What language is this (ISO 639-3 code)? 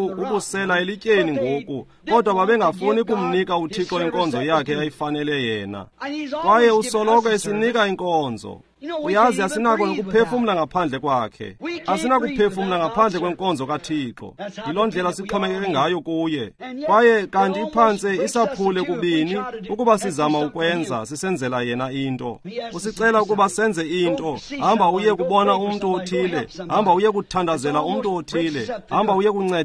xho